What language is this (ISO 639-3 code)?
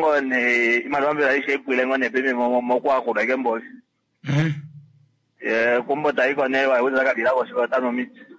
kua